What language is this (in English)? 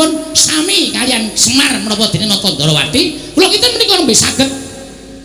Javanese